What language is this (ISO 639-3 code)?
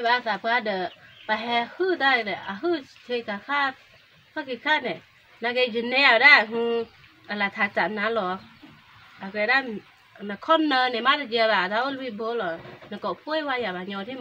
ksw